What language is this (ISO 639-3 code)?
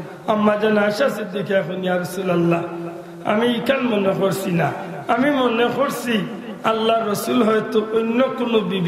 syl